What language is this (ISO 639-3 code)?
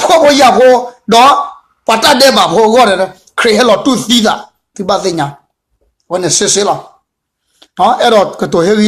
ksw